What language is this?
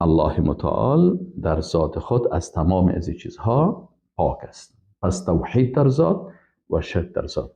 Persian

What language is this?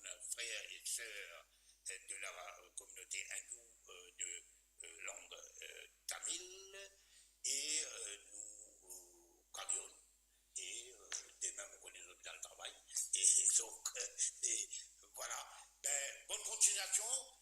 Morisyen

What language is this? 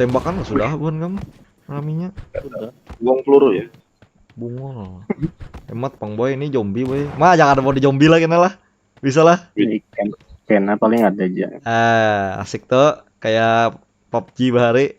Banjar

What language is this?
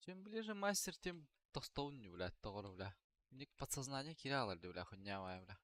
Yakut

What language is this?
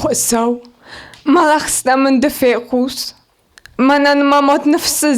Ossetic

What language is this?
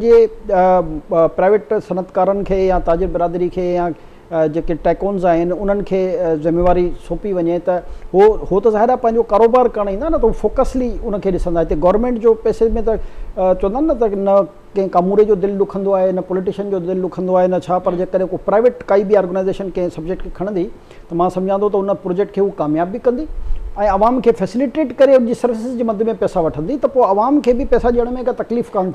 Sindhi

